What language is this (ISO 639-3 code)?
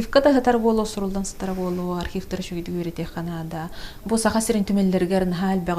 sah